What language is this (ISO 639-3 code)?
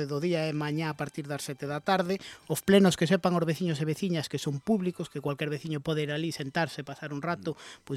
glg